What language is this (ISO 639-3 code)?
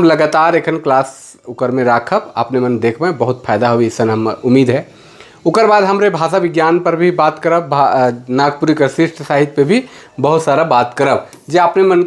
sck